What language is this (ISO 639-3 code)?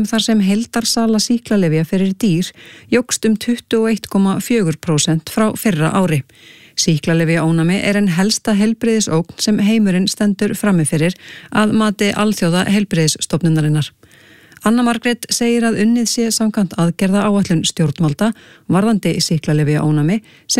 isl